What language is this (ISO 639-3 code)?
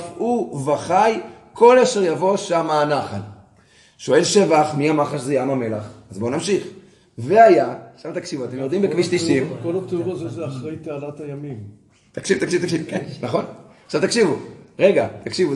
heb